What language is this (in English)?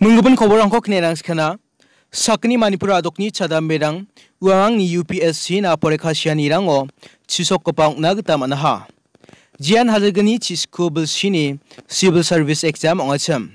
Garo